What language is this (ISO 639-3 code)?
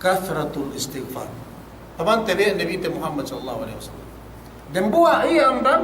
yka